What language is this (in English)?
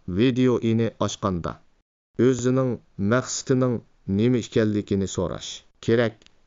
Uyghur